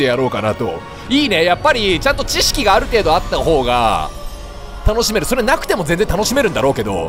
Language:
Japanese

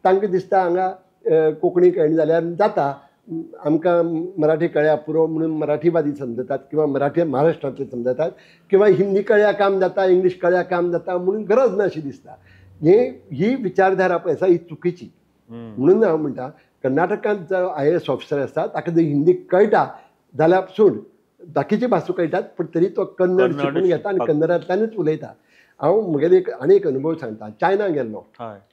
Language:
Konkani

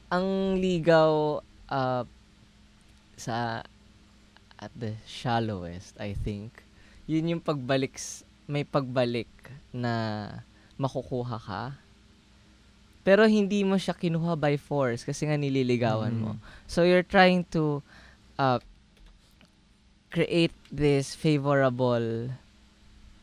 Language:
Filipino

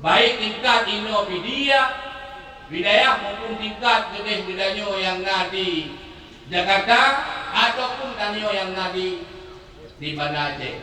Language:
Achinese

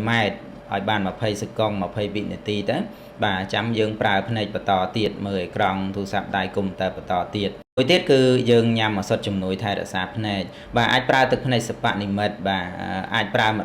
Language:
Khmer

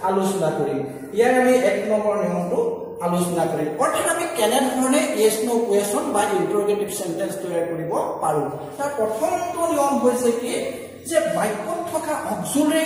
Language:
Assamese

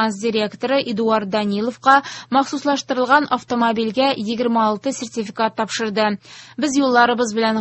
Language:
Tatar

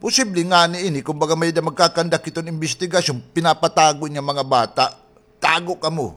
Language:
Waray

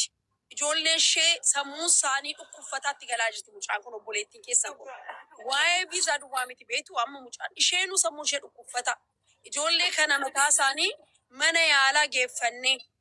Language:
Oromo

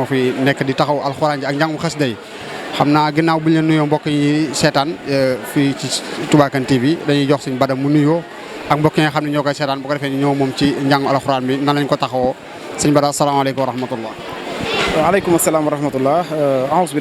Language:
Wolof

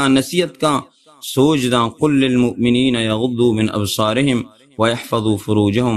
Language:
Baluchi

